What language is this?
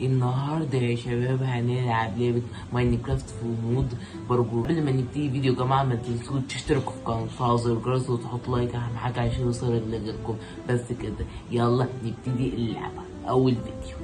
Egyptian Arabic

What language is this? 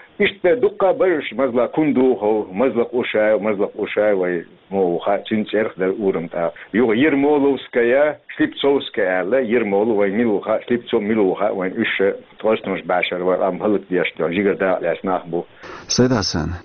Chechen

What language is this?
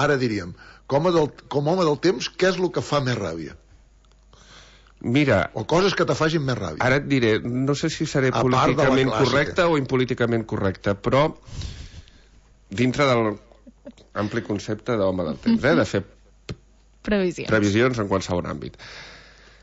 Catalan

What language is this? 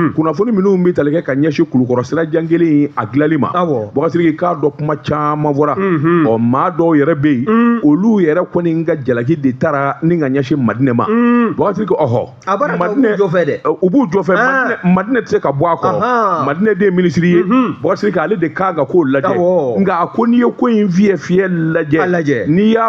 Bambara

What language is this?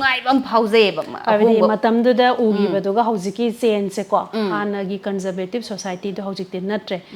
Manipuri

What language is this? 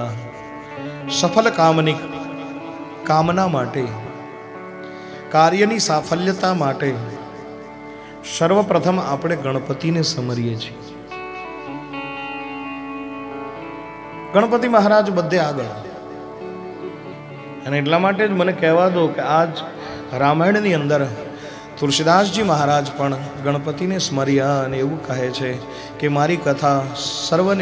Gujarati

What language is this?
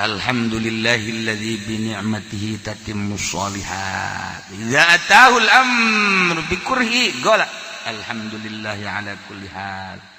Sundanese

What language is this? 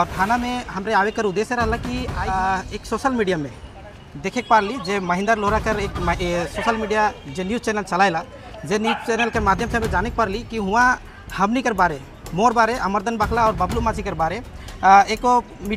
Sadri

